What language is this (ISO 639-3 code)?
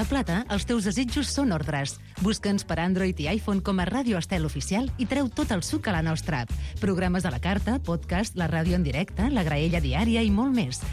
cat